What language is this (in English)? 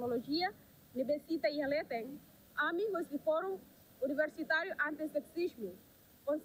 Tetum